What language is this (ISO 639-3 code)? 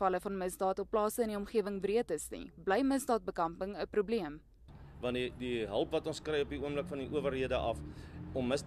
afr